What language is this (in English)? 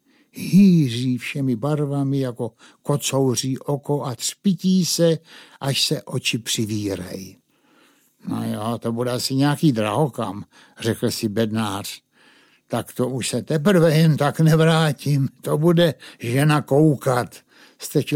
Czech